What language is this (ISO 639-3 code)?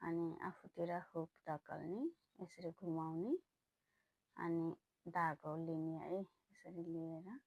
nep